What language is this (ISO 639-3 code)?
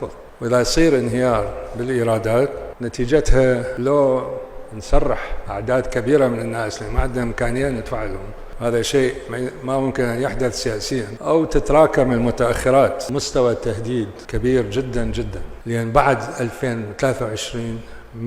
acm